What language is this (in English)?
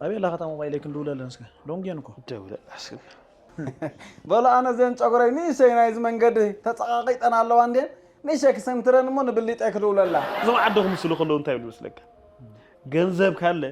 Tigrinya